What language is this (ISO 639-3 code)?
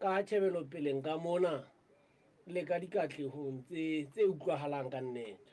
sot